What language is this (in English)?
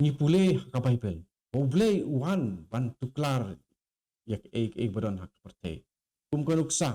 Khasi